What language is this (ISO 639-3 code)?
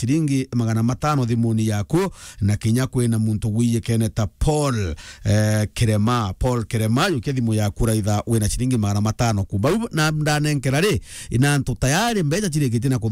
mer